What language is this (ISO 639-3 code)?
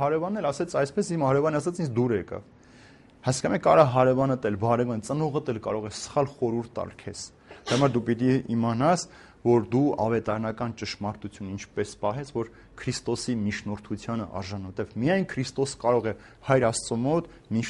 hye